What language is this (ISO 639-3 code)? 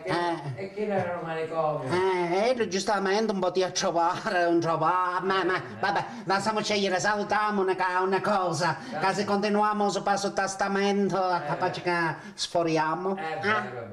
ita